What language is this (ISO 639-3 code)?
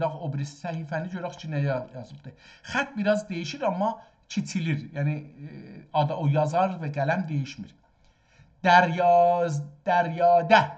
azb